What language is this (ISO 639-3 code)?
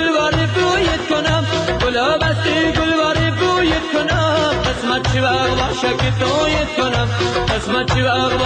fas